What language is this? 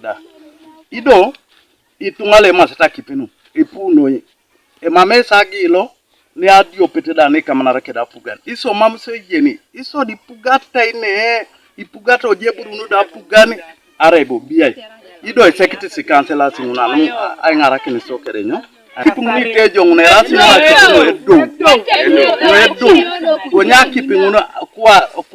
Teso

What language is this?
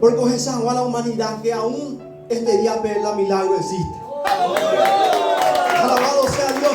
Guarani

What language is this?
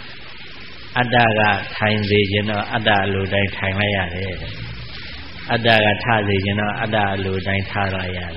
Burmese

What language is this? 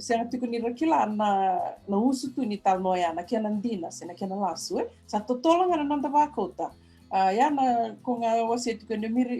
Fijian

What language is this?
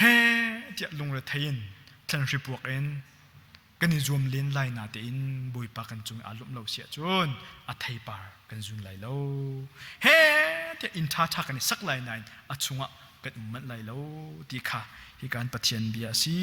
Hakha Chin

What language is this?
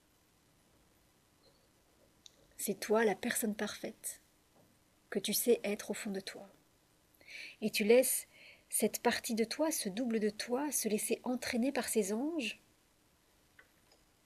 French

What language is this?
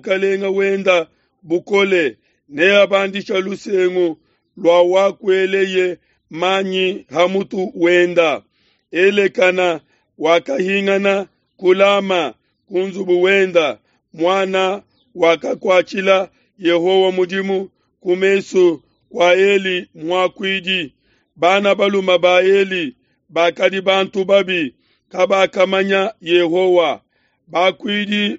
Luba-Lulua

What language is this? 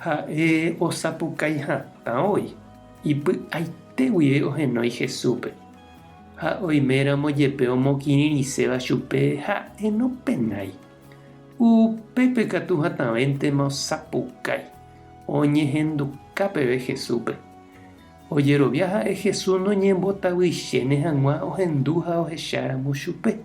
Guarani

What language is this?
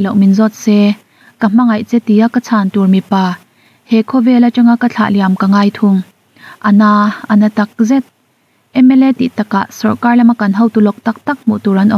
Mizo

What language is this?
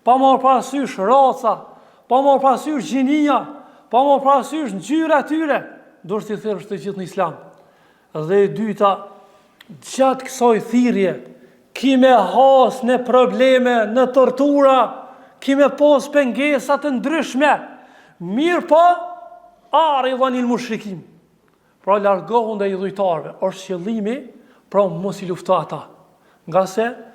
Albanian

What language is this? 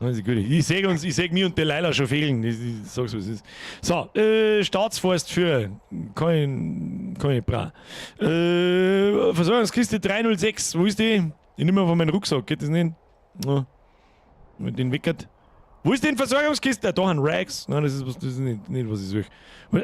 Bavarian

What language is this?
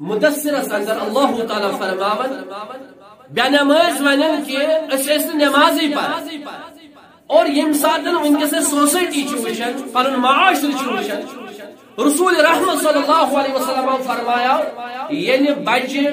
Kashmiri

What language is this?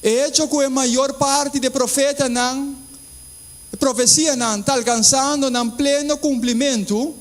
Papiamento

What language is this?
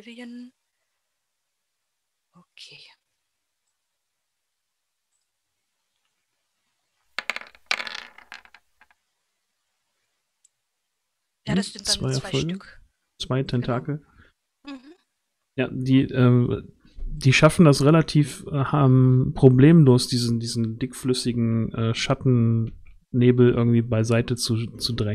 German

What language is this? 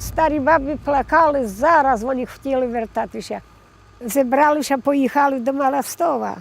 Rusyn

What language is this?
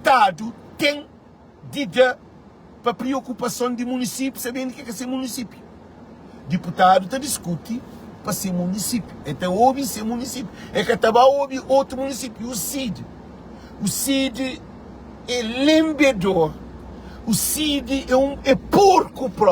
Kabuverdianu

